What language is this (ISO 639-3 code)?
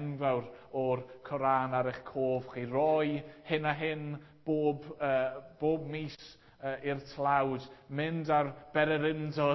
cym